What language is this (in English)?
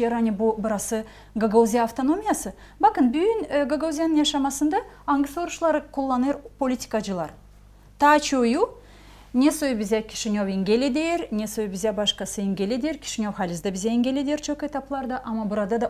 Gagauz